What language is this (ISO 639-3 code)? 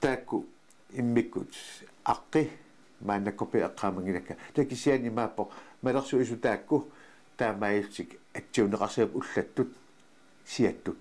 kal